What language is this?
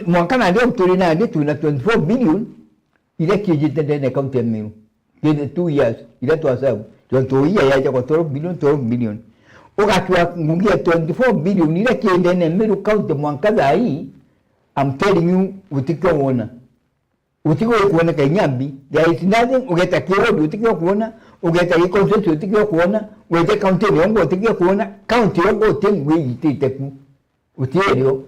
Meru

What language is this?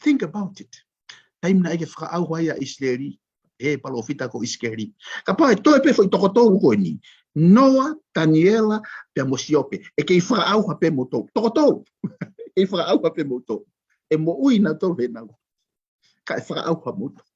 Tongan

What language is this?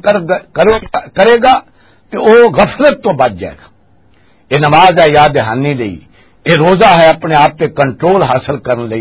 Western Panjabi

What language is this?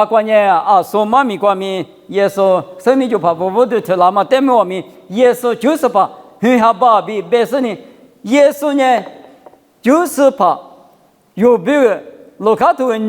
Lisu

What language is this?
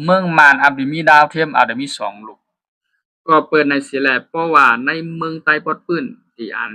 Shan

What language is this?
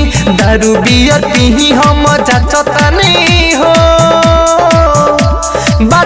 Bhojpuri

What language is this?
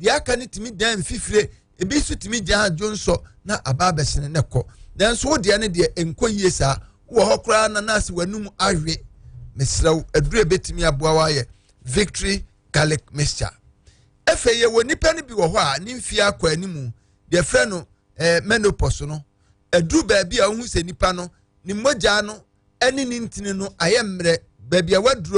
Akan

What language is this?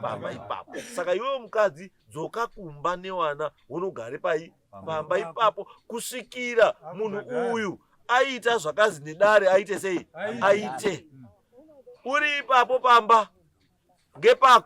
Shona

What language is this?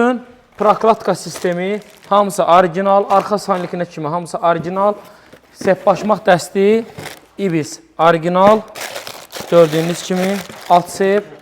Azerbaijani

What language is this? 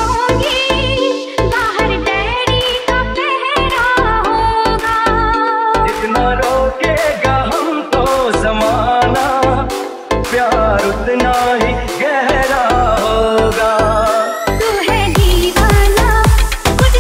Hindi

